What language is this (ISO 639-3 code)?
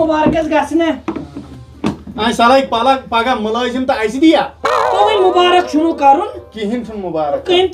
kas